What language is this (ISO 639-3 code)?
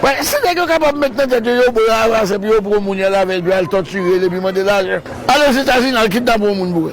hat